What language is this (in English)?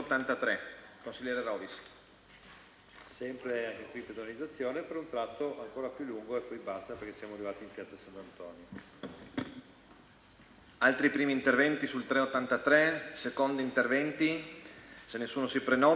Italian